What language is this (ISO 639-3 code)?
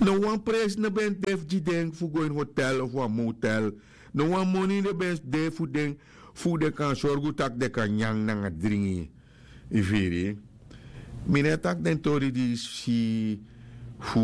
srn